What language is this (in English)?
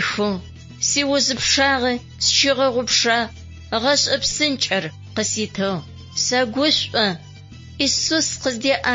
Adyghe